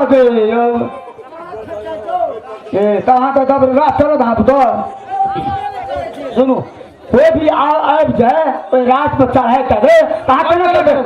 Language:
Maithili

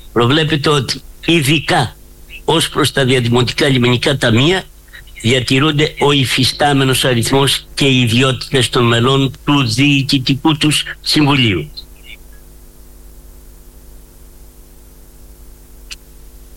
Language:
Greek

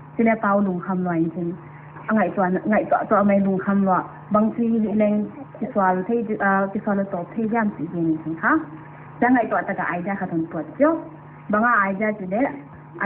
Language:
Paite Chin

